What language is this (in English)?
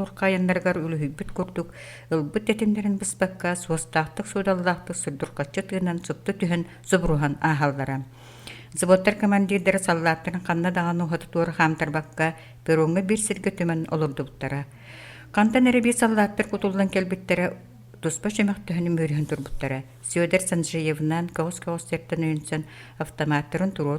Yakut